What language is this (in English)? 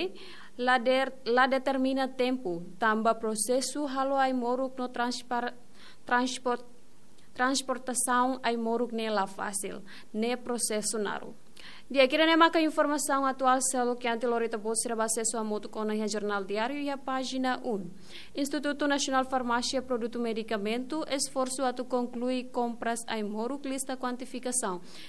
Tetum